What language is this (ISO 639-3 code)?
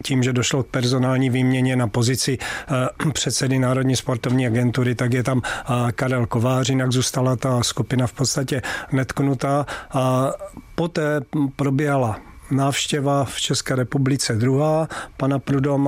ces